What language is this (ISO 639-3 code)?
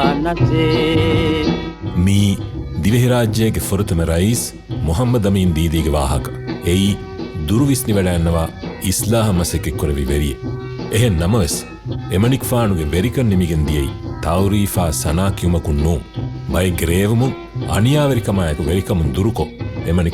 div